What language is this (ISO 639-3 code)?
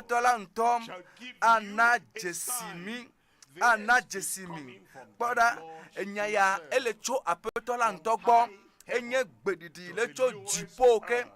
ewe